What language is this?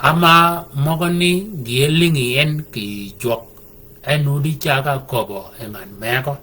Shilluk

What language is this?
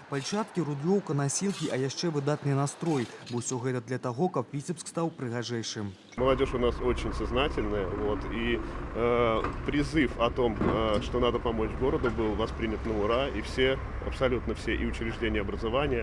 Belarusian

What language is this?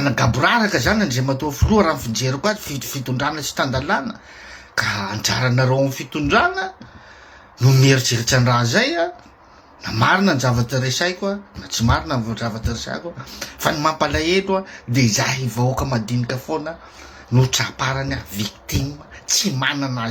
Malagasy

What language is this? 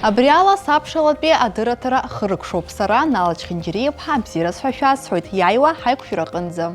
Abkhazian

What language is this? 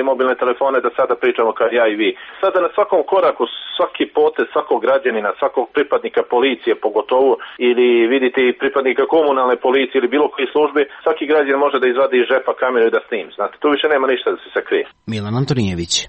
Serbian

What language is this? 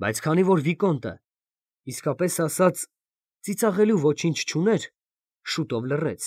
Armenian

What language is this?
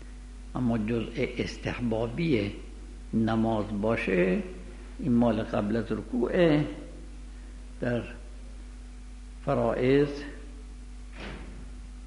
Persian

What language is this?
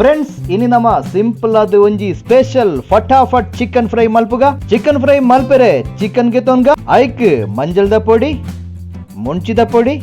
Tulu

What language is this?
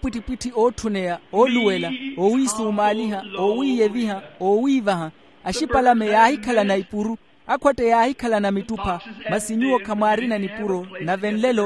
Makhuwa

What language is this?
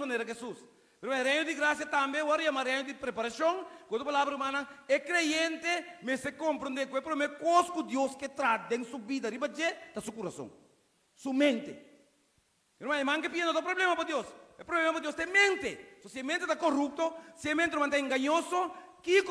Papiamento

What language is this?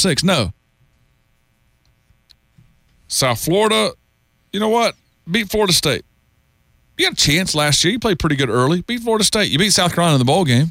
English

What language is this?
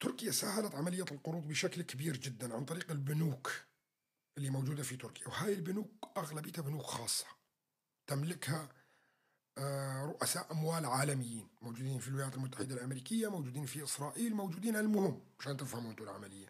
North Levantine Arabic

